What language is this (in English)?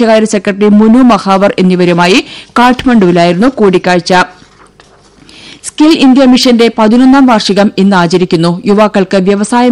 Malayalam